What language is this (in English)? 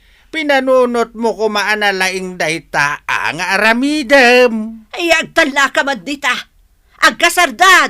Iloko